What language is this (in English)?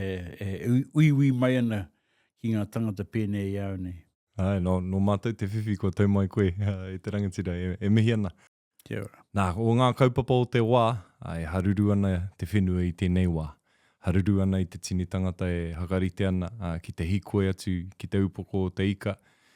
Māori